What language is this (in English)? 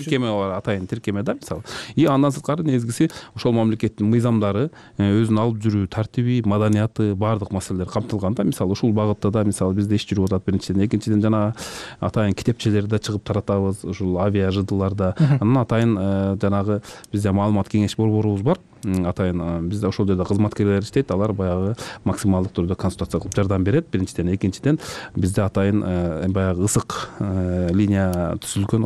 Kyrgyz